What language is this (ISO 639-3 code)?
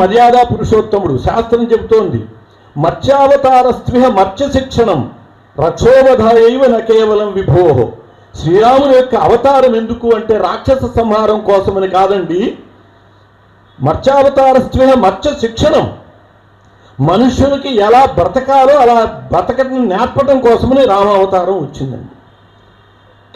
tel